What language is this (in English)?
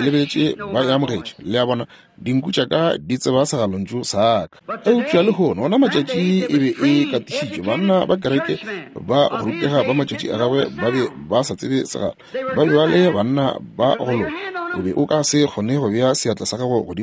Northern Sotho